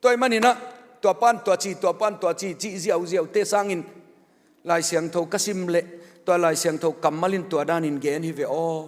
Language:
Tedim Chin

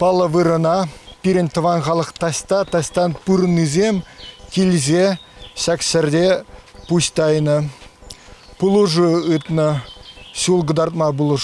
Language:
Chuvash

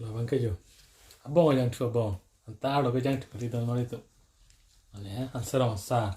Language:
Karbi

